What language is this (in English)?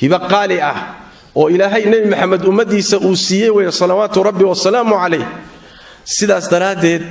Somali